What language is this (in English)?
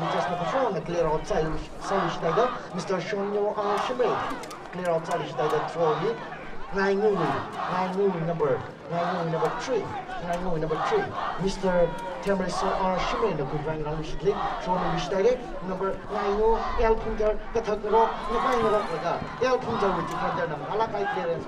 Tangkhul Naga (India)